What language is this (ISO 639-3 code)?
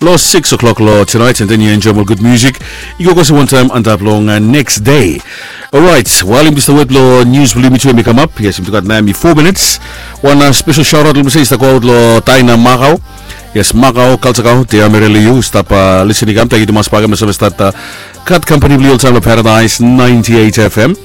bis